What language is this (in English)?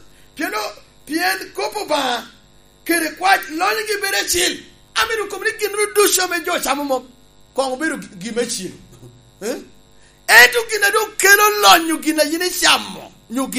Lango (Uganda)